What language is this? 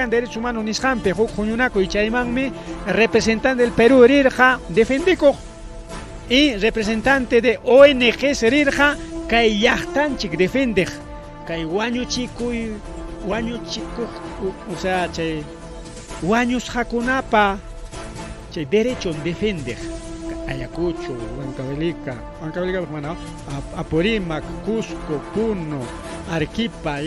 Ayacucho Quechua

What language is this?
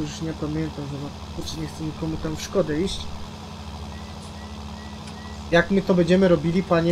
Polish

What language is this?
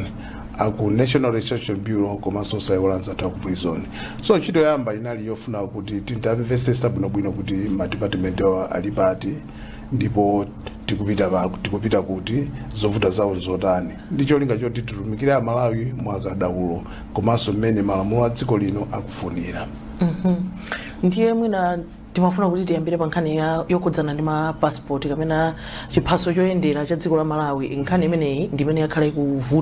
Nyanja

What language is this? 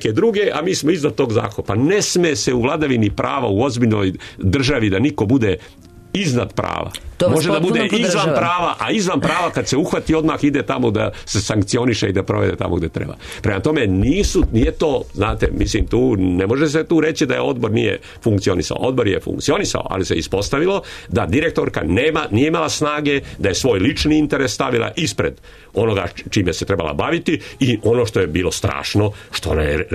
Serbian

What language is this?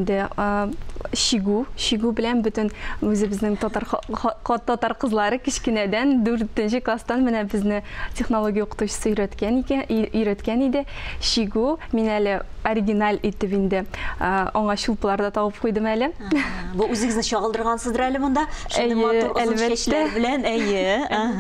Tatar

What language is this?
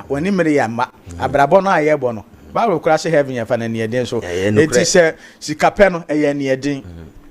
Akan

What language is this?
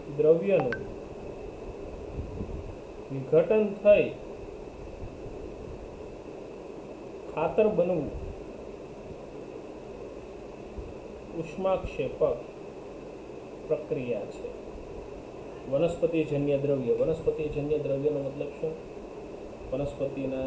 Gujarati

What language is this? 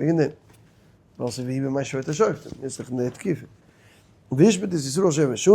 Yiddish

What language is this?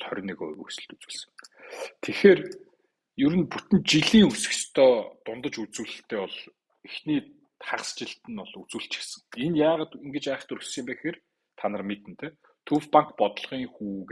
Mongolian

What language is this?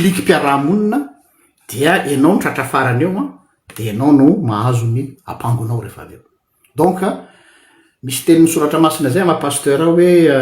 Malagasy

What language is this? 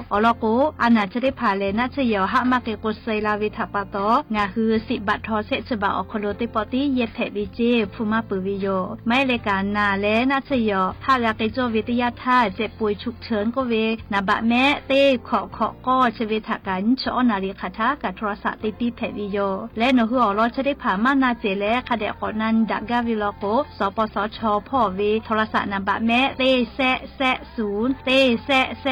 Lahu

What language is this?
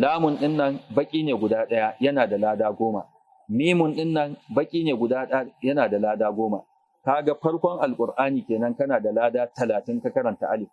Hausa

